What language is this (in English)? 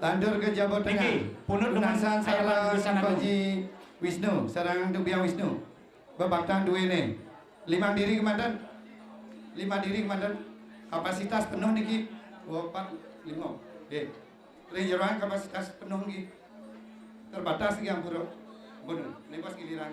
Balinese